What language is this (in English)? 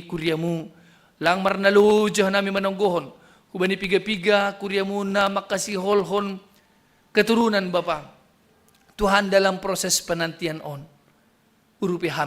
Batak Simalungun